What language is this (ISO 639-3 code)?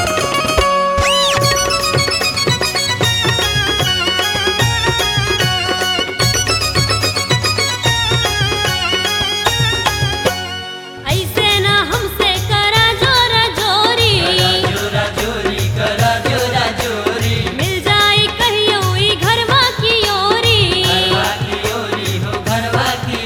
bho